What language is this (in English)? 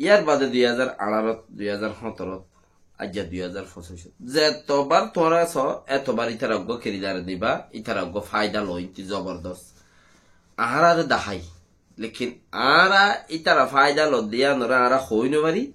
Rohingya